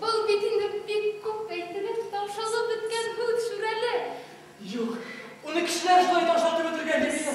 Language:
Bashkir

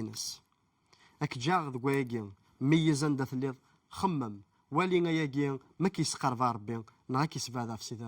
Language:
Kabyle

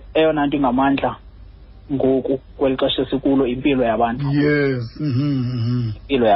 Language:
Xhosa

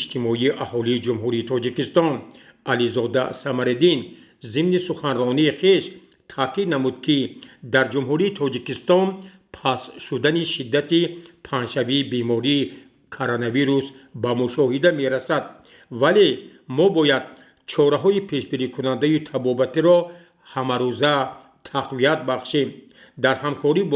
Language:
Tajik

